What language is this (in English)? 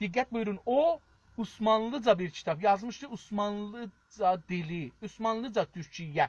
South Azerbaijani